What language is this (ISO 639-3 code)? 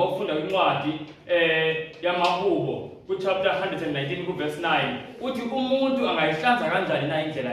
zul